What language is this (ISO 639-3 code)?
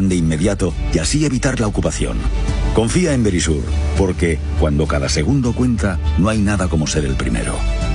spa